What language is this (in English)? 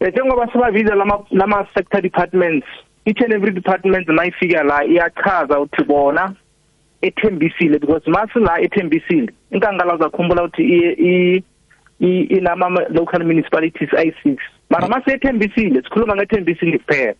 South Ndebele